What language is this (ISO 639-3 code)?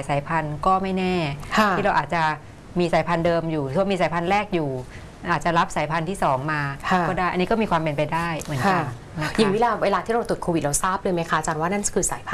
tha